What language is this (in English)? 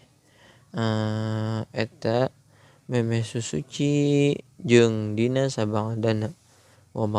Sundanese